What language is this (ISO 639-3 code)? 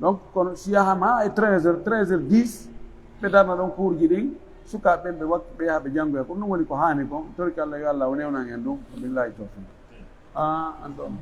fuf